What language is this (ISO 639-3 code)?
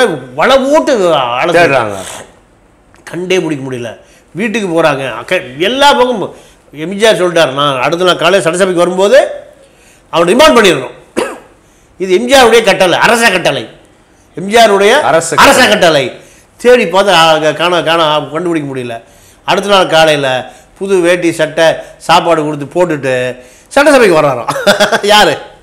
tam